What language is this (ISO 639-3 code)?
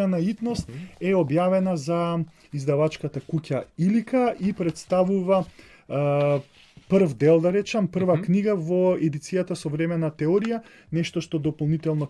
mkd